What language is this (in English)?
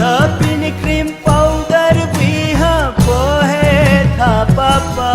Newari